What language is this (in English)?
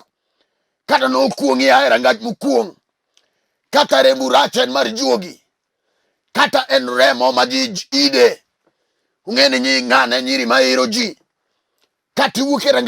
Luo (Kenya and Tanzania)